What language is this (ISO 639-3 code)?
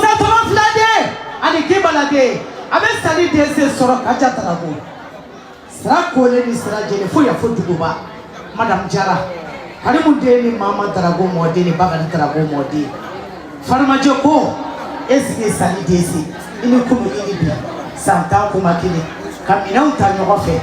bam